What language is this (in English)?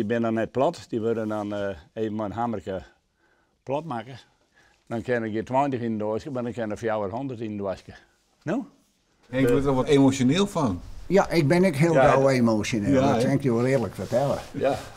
Western Frisian